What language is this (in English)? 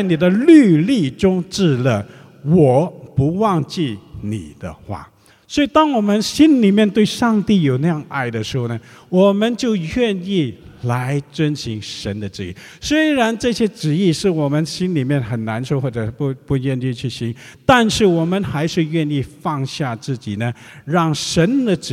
Chinese